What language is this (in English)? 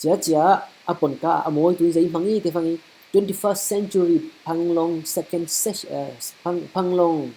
Falam Chin